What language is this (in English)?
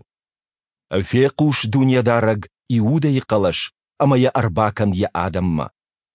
Ossetic